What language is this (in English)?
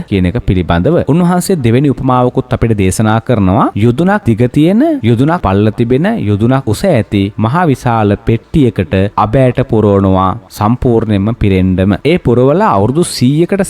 Sinhala